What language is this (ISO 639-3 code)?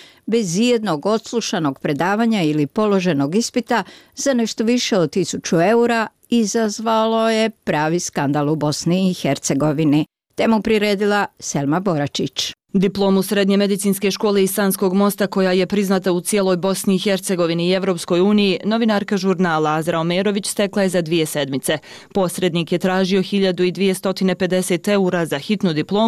bos